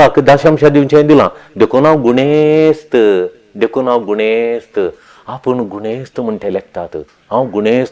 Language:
Konkani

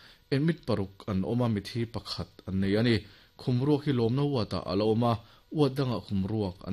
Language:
Mizo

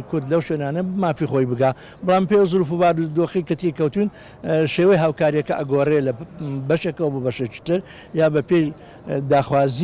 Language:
Central Kurdish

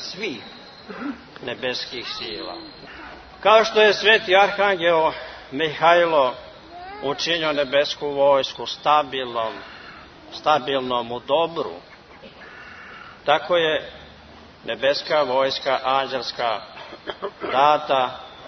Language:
Serbian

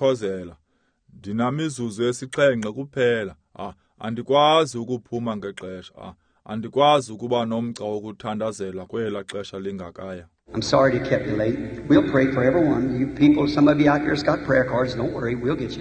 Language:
Xhosa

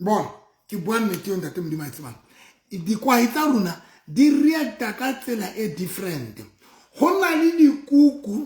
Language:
Southern Sotho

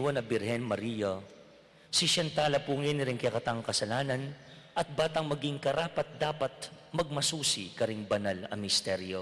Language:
Pampanga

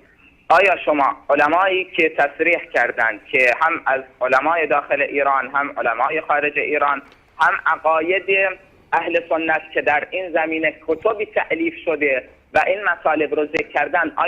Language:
Persian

